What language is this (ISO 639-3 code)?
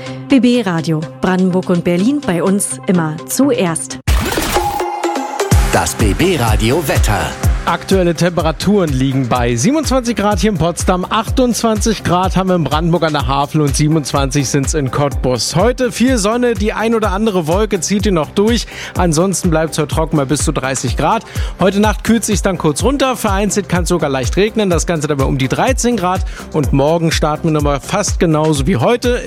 deu